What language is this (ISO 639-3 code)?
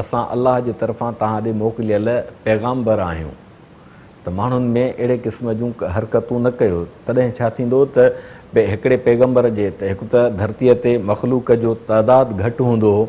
snd